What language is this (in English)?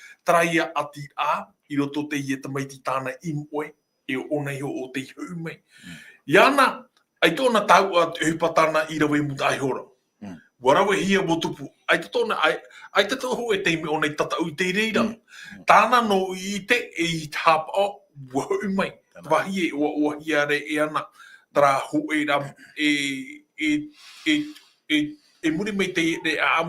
Tahitian